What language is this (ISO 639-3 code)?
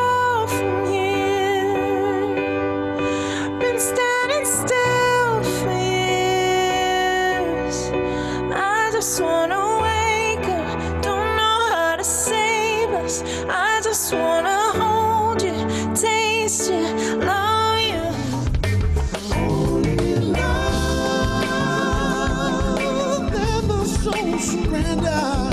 eng